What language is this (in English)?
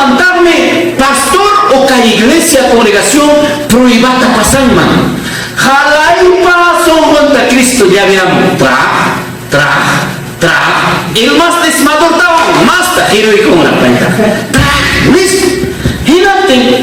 Ayacucho Quechua